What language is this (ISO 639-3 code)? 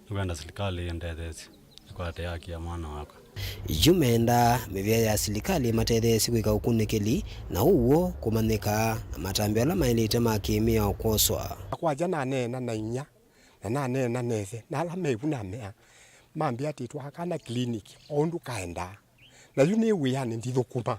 kam